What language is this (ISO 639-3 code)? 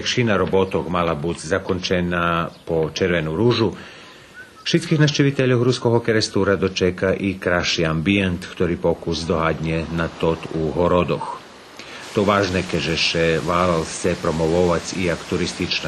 rue